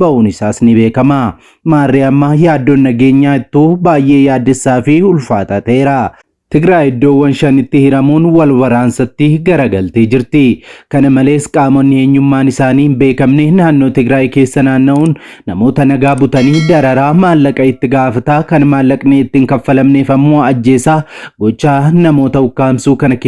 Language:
Oromo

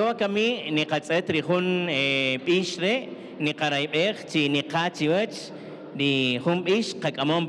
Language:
Kaqchikel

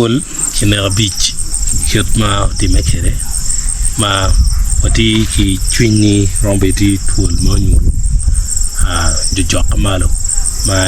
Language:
Acoli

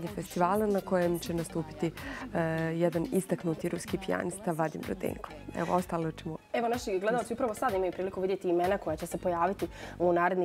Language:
Bosnian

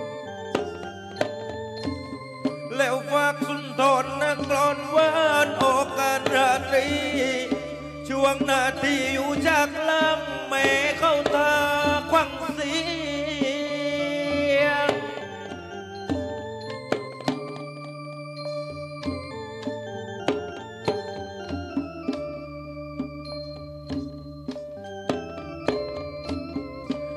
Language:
Thai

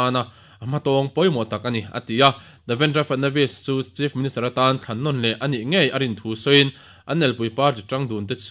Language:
Mizo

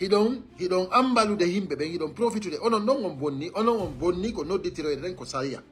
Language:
Fula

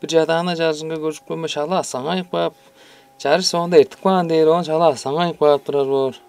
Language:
Tuvinian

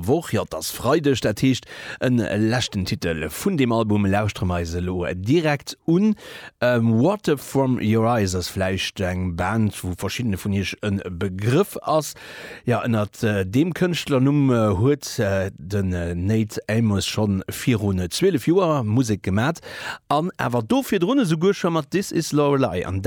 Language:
Luxembourgish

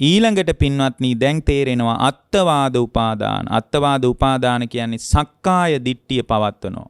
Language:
Sinhala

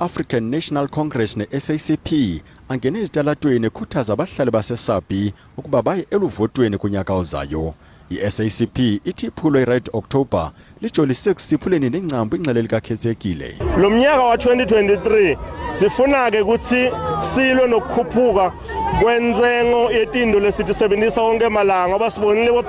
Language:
Zulu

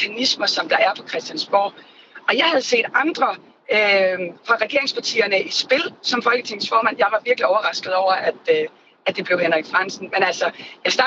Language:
Danish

